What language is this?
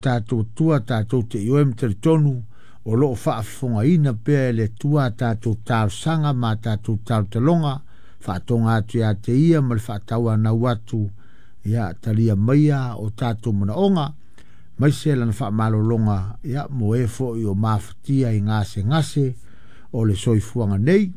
Samoan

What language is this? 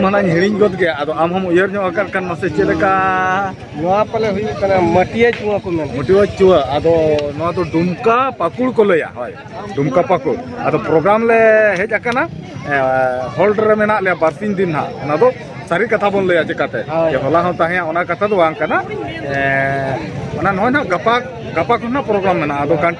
Santali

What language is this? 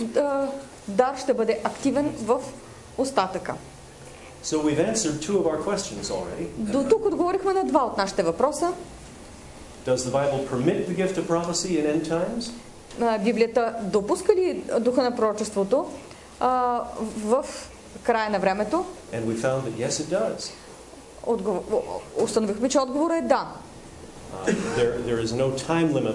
Bulgarian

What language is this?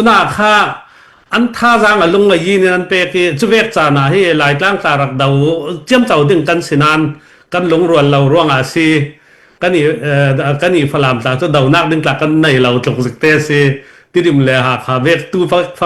Falam Chin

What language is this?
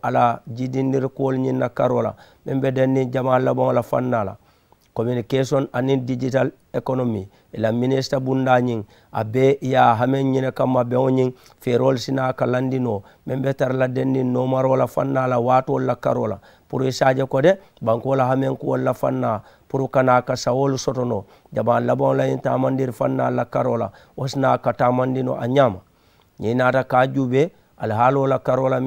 Mandingo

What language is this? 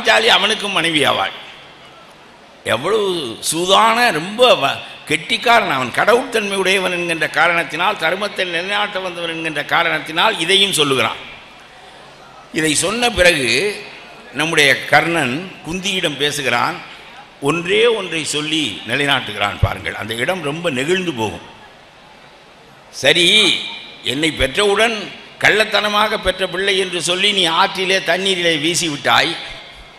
Tamil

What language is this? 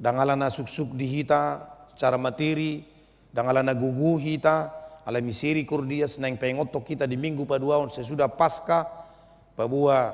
Batak Toba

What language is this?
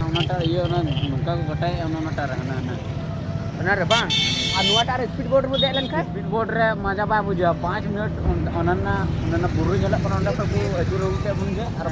Santali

